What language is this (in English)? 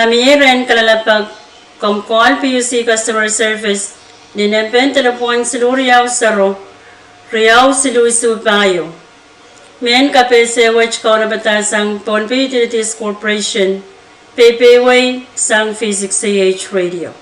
Pohnpeian